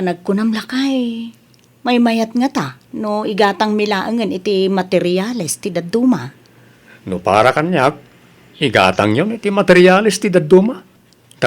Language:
Iloko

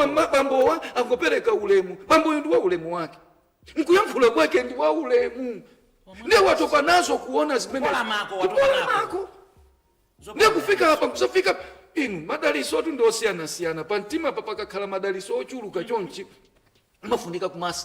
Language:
Nyanja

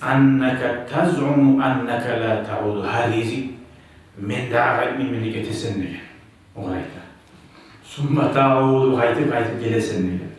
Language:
Kumyk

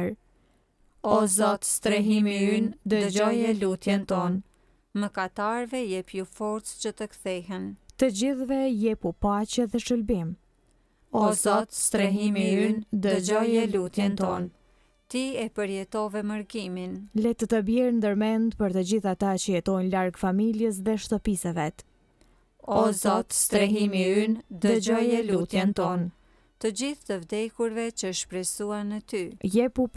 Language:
Albanian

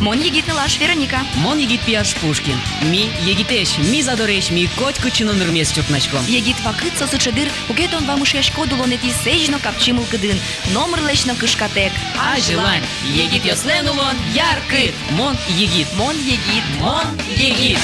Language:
Udmurt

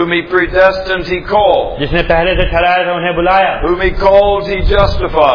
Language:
Hindi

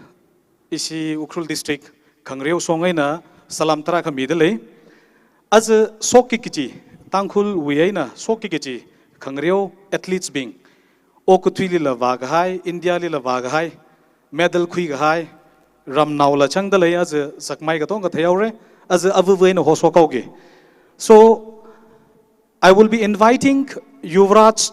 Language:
Tangkhul Naga (India)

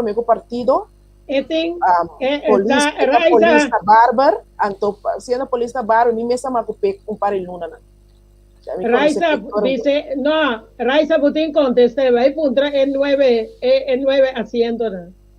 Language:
Papiamento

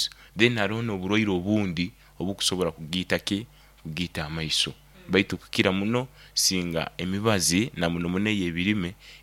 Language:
Nyoro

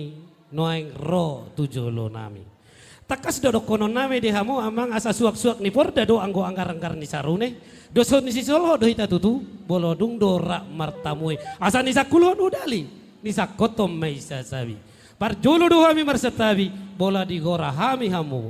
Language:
Batak Toba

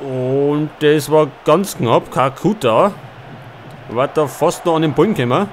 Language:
Bavarian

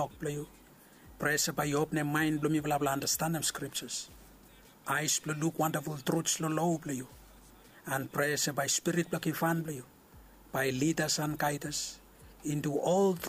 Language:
Bislama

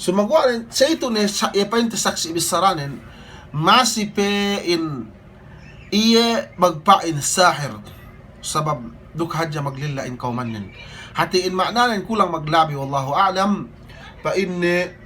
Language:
Yakan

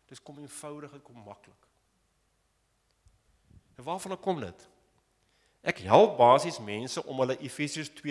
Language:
Afrikaans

